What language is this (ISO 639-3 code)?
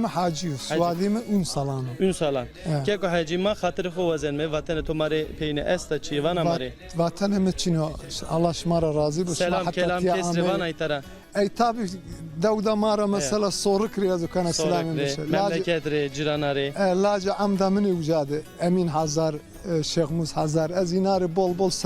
zza